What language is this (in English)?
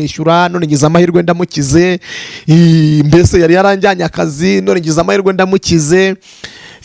Kinyarwanda